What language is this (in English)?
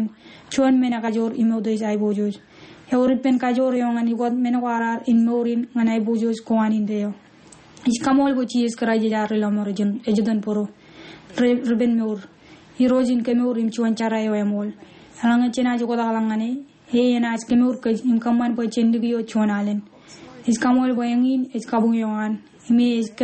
Marshallese